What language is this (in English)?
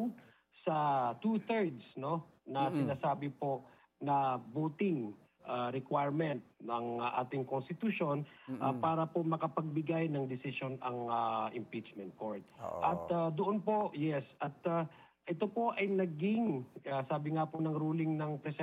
Filipino